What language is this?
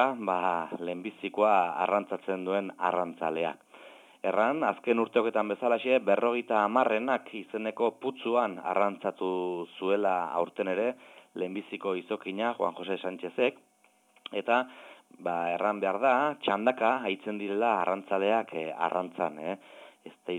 Basque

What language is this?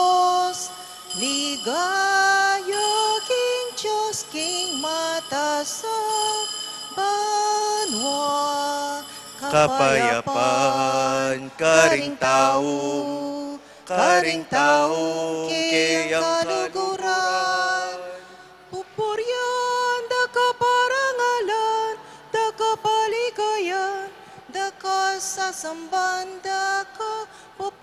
Pampanga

